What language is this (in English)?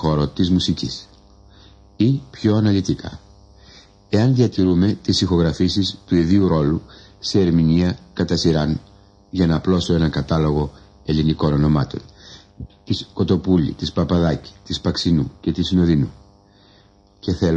Greek